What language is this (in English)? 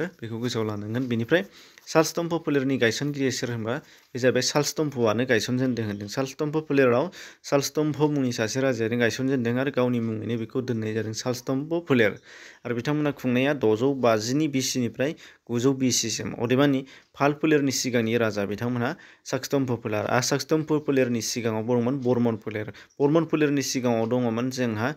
Bodo